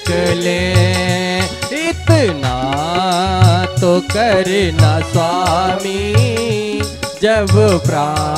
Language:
Hindi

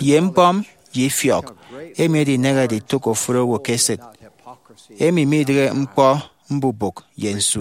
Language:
Efik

